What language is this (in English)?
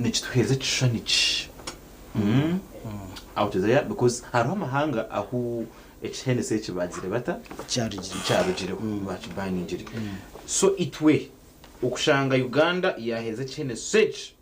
Nyankole